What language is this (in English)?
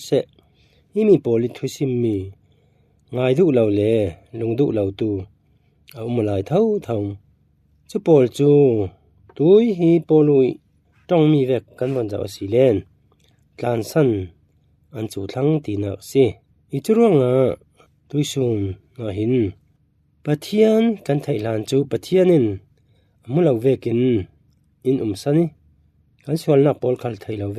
Falam Chin